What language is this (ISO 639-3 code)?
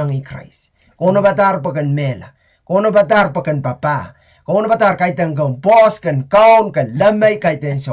pon